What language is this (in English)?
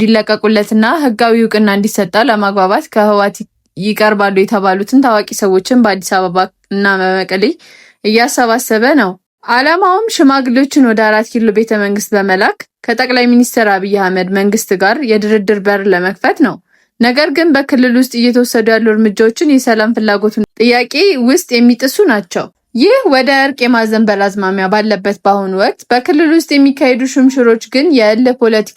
Amharic